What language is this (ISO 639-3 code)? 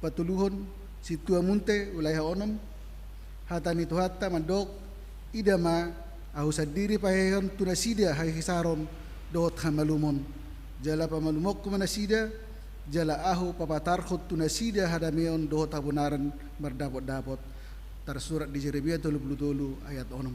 bbc